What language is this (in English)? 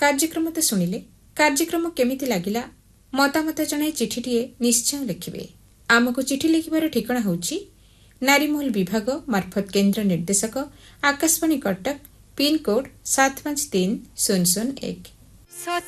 Odia